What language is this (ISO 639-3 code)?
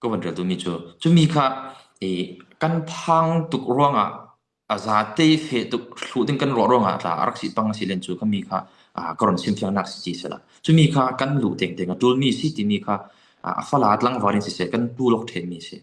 cfm